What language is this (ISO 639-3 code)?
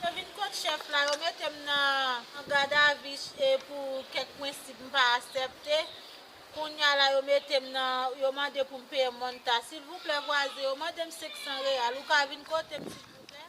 hat